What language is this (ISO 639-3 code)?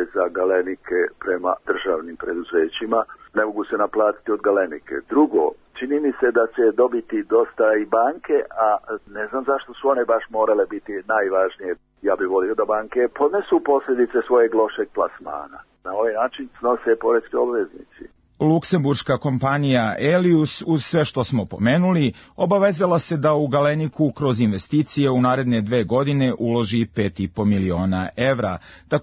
srp